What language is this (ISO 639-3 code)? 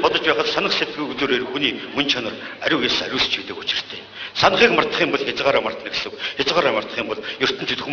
mon